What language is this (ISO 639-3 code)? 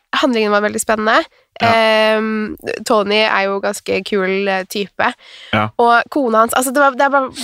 nor